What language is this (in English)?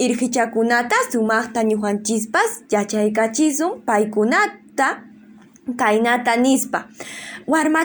Ayacucho Quechua